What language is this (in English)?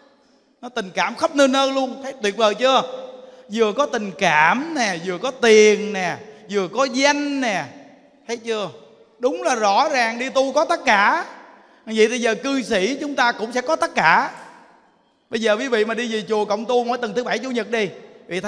Vietnamese